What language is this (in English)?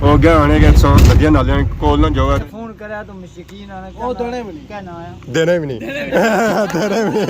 Pahari-Potwari